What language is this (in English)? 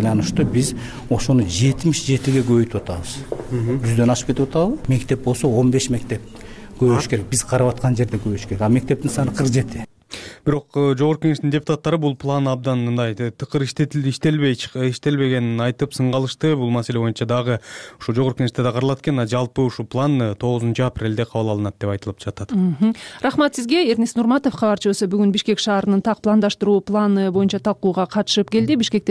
Kyrgyz